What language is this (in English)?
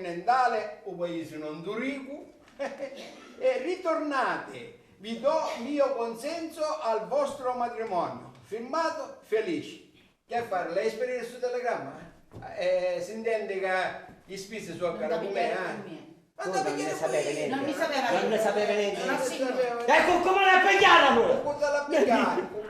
Sicilian